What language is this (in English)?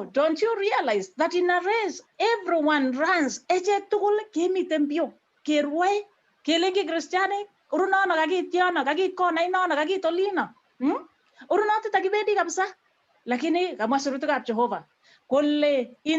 Kalenjin